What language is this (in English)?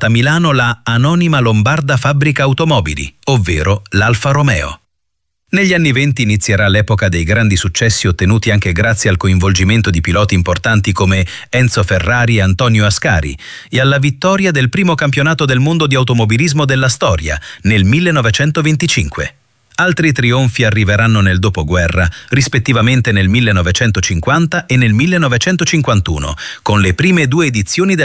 Italian